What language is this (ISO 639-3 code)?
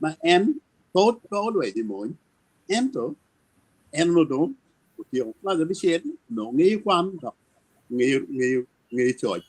ach